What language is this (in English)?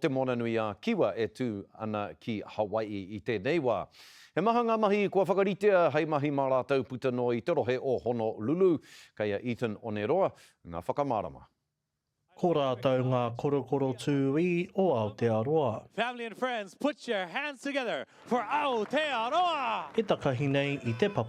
Māori